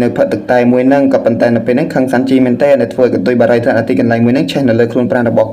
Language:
Khmer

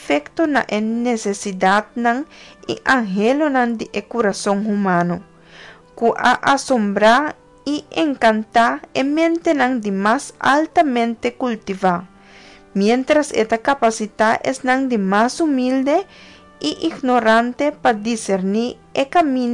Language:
Papiamento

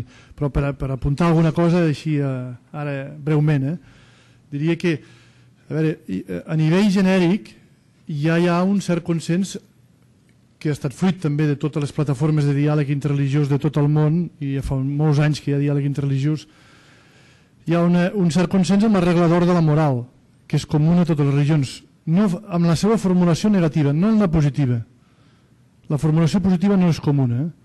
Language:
Catalan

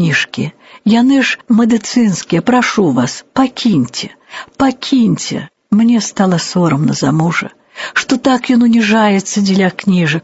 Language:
Belarusian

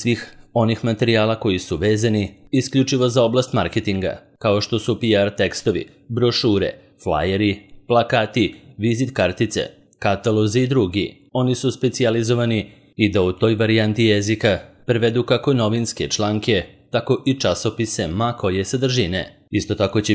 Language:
Serbian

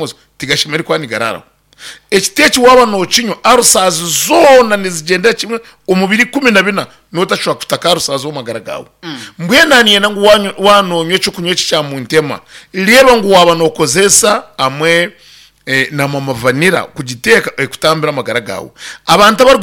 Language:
Nyankole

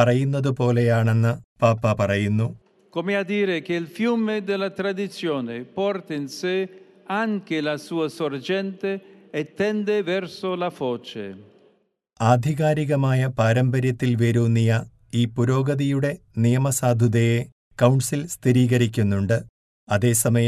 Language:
Malayalam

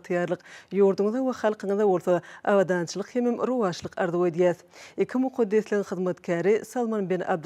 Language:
Turkmen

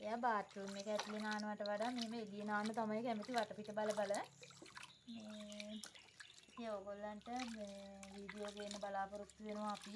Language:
Sinhala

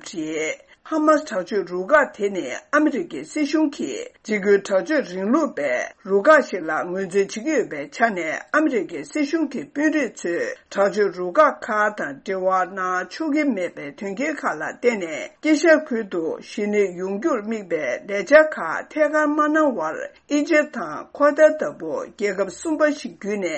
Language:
Tibetan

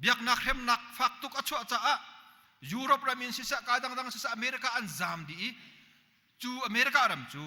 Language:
Hakha Chin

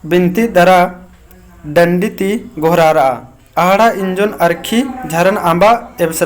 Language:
Kurukh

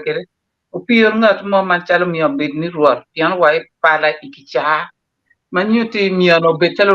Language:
Acoli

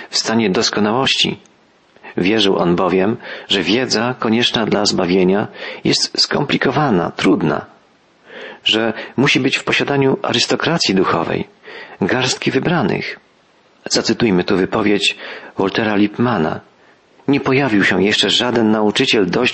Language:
Polish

